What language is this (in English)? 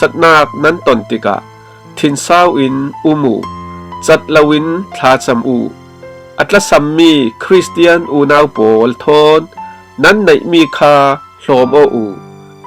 Falam Chin